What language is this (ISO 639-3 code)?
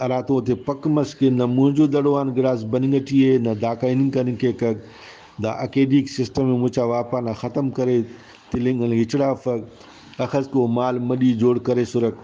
brh